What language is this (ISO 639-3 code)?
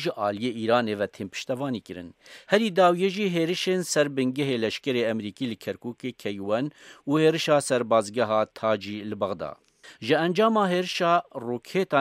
kur